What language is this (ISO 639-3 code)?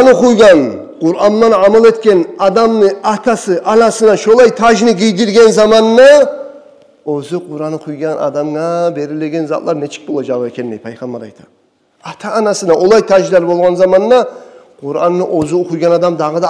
kum